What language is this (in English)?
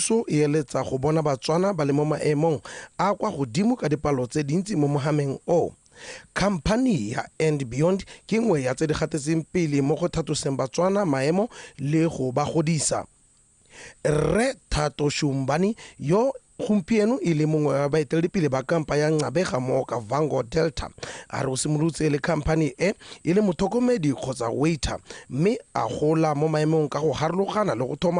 Tswana